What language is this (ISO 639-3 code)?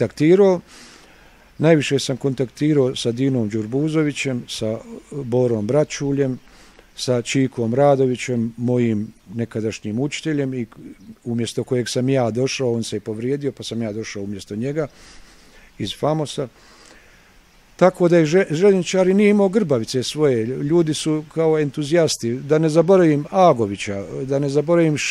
bos